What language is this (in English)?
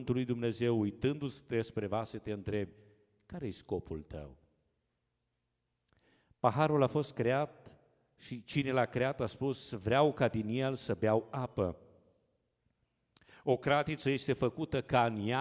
Romanian